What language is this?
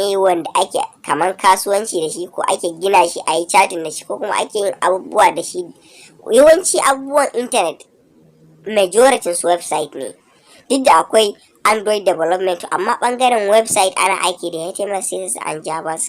Hausa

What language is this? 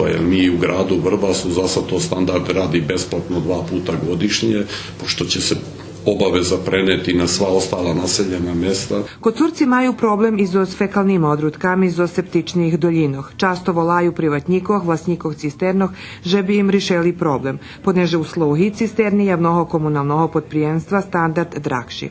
Rusyn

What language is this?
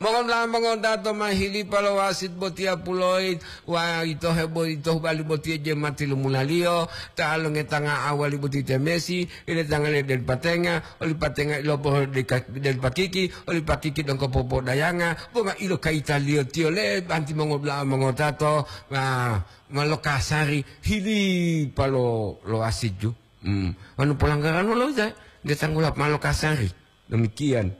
Gorontalo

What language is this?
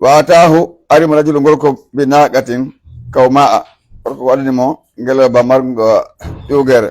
Pular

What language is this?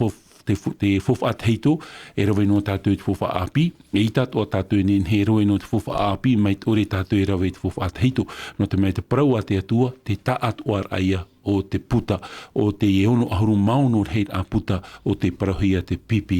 Tahitian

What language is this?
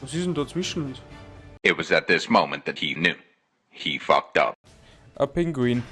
Bavarian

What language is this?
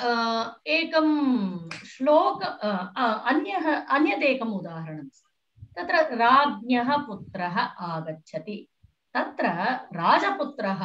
Sanskrit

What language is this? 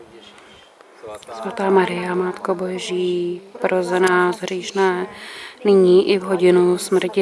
Czech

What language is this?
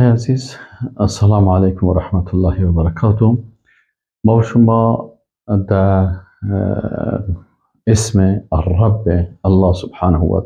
Persian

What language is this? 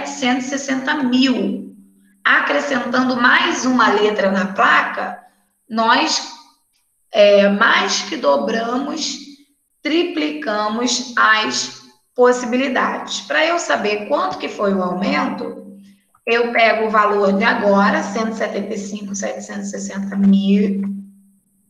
Portuguese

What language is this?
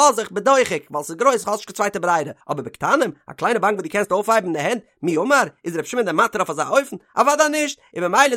Yiddish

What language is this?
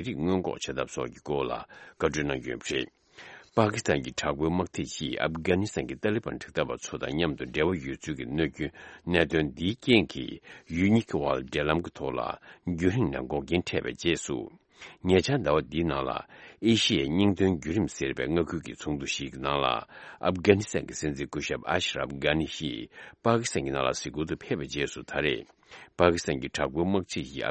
Tibetan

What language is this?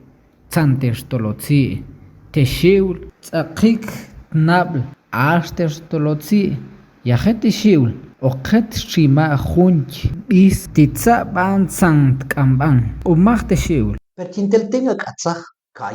Tektiteko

